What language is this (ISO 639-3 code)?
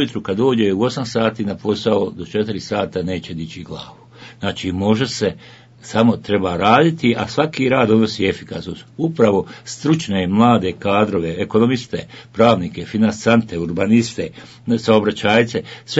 bos